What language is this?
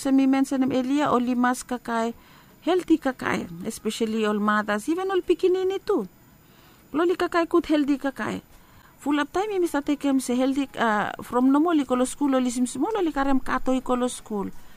Bislama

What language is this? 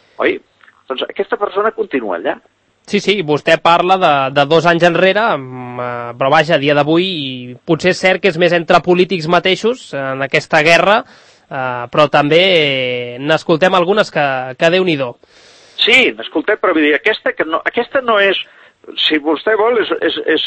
Catalan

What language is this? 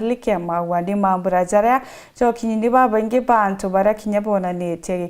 Meru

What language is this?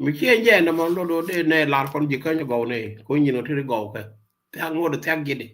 Nuer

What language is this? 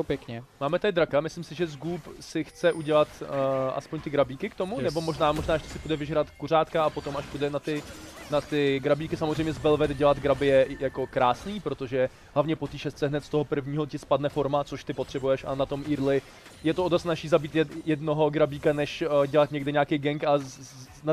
Czech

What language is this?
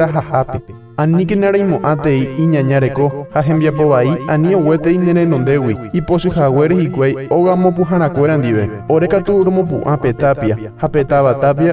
Guarani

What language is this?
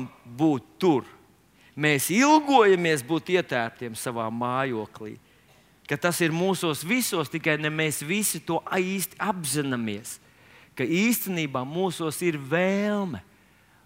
Latvian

